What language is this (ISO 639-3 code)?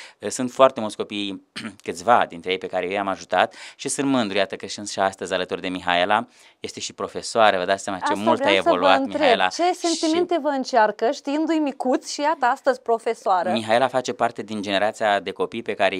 ron